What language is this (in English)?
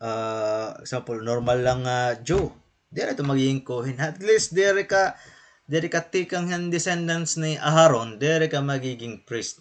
Waray